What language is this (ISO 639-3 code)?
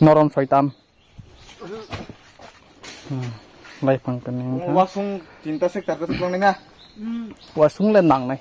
trp